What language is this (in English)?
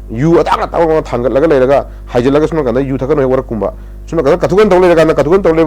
Manipuri